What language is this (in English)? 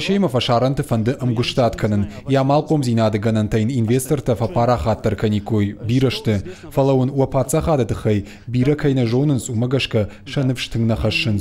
Ossetic